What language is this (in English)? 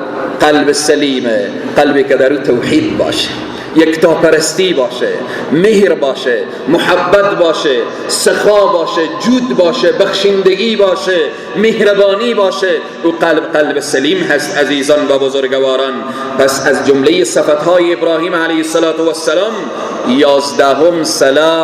Persian